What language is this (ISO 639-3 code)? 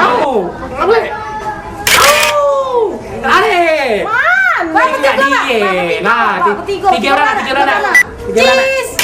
mui